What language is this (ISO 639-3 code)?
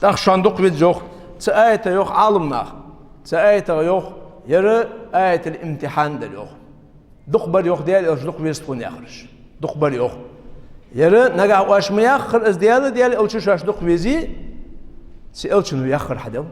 inh